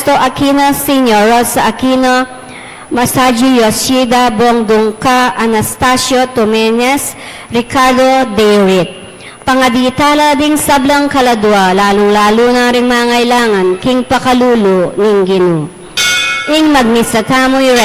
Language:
Pampanga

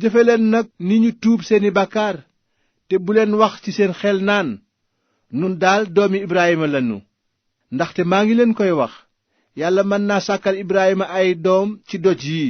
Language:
Wolof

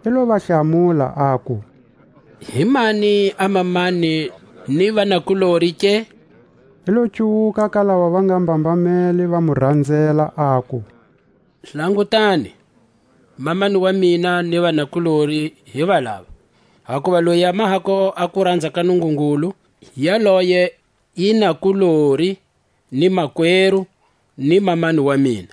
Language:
Tswa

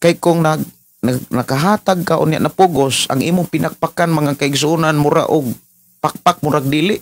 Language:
Cebuano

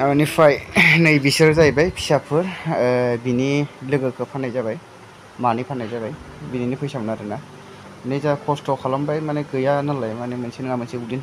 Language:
Bodo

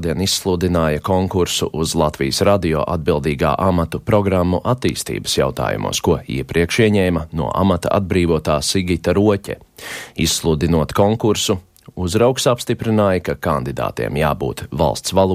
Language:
Latvian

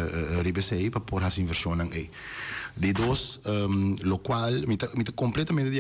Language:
Papiamento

